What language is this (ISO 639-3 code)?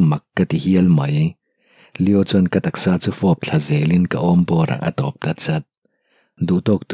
lus